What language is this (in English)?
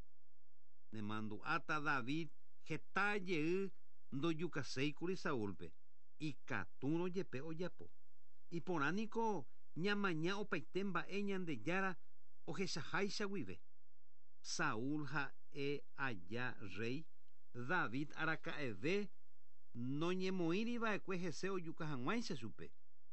Guarani